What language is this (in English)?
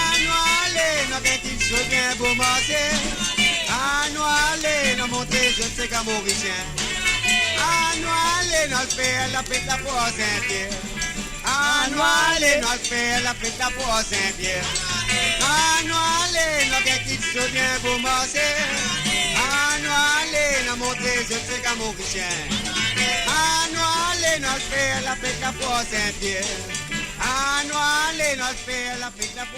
Morisyen